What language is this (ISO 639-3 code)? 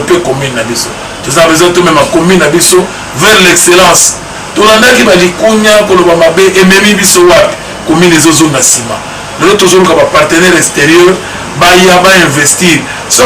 lin